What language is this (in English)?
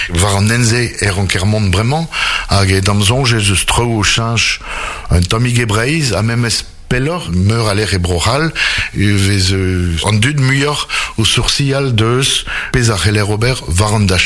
Breton